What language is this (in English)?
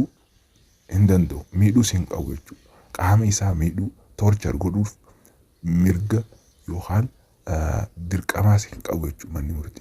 Oromo